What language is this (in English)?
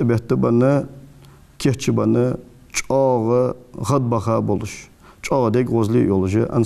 Ingush